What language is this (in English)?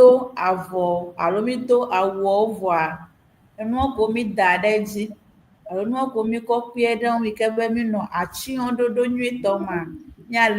Ewe